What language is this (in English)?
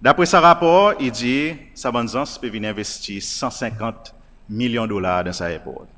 Seselwa Creole French